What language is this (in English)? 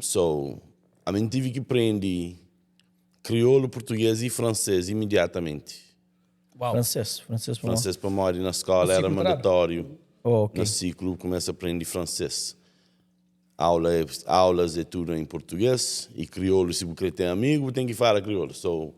Kabuverdianu